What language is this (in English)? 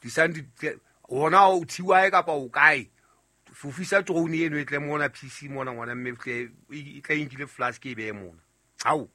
Southern Sotho